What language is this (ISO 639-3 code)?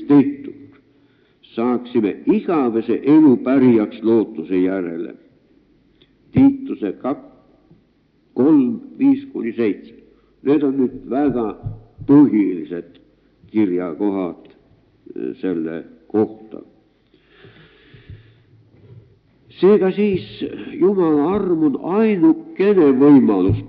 est